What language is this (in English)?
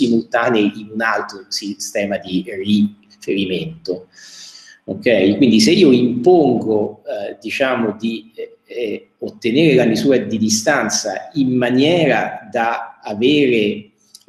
Italian